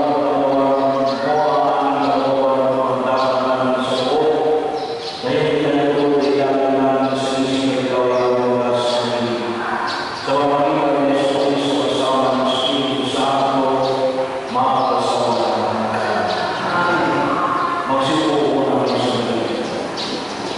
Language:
Filipino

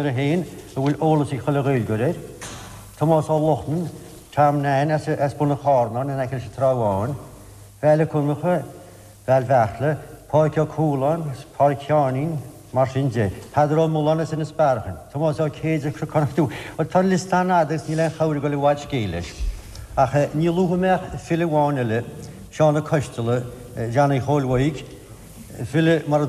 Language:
Irish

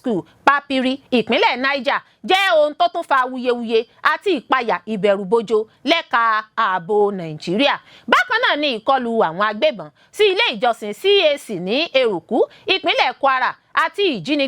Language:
Yoruba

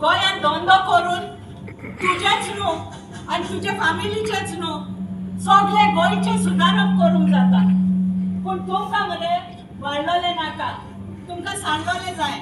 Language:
Konkani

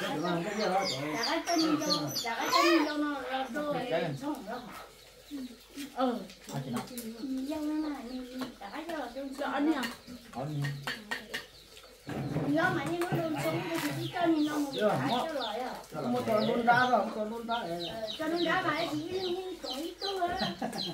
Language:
Vietnamese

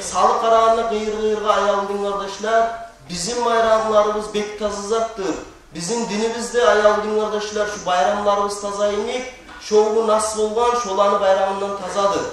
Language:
Kumyk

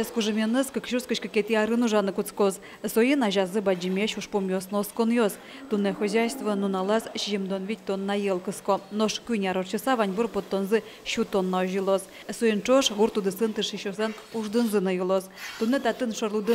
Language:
Udmurt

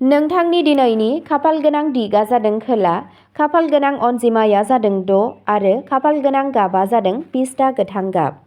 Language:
Bodo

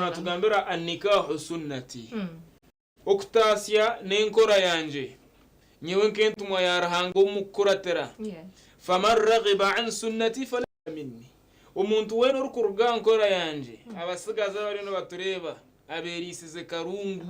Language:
Nyankole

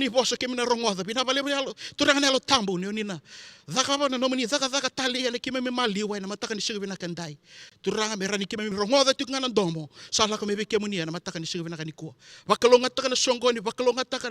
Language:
Fijian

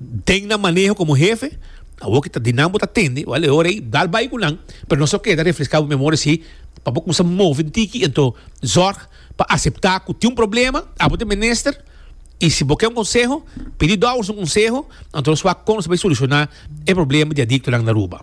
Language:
Papiamento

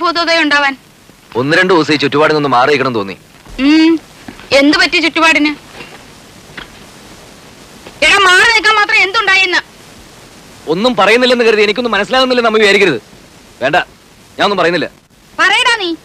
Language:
Malayalam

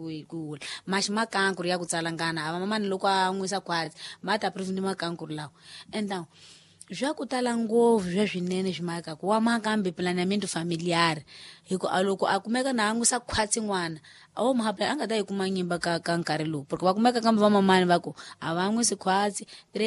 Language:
Tsonga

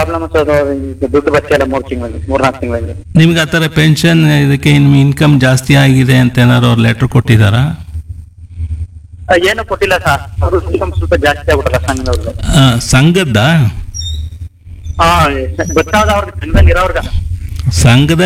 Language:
Kannada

